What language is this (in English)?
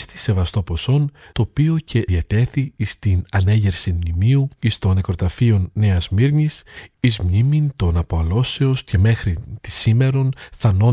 Greek